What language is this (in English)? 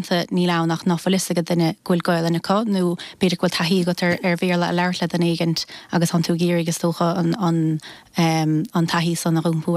Irish